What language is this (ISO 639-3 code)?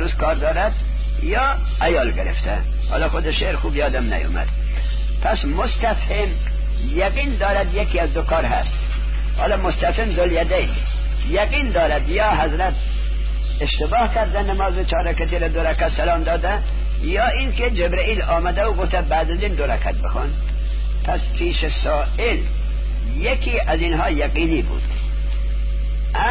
fas